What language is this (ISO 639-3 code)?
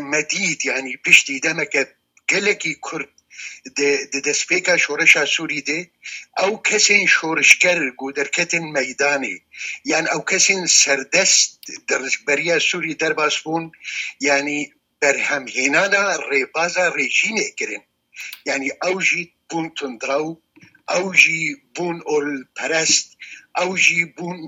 kur